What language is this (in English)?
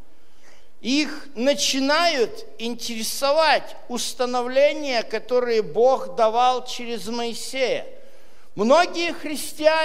Russian